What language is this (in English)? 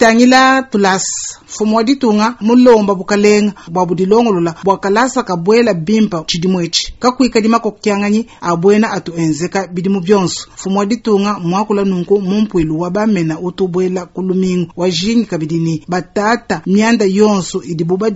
Luba-Lulua